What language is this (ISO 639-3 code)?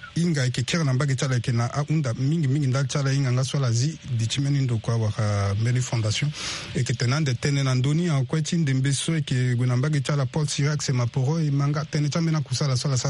sag